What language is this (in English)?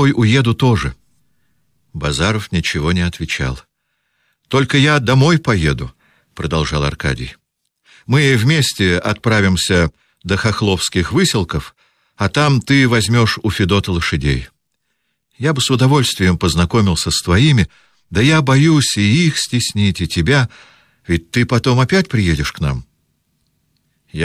Russian